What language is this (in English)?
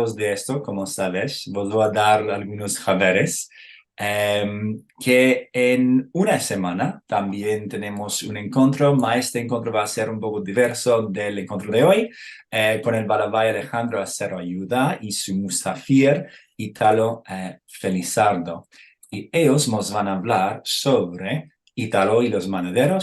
Ladino